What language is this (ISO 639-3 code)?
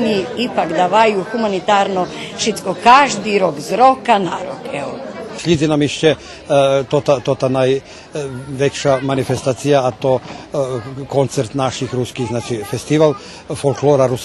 rue